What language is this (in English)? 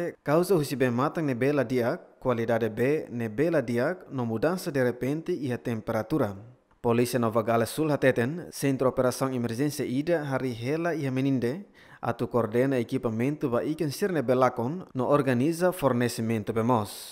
Tetum